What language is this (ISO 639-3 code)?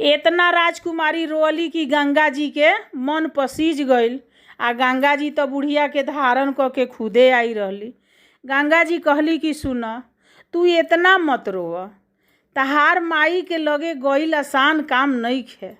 bho